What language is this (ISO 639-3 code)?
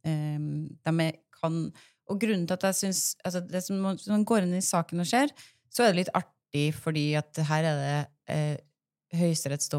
nor